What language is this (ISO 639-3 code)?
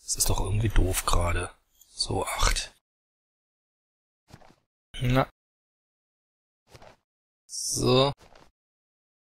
deu